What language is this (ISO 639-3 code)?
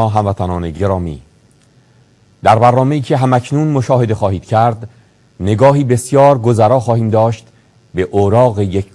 fas